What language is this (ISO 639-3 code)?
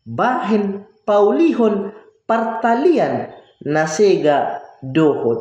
bbc